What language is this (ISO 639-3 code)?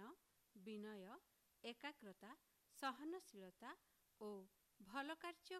ori